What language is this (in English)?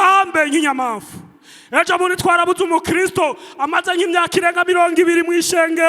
Rundi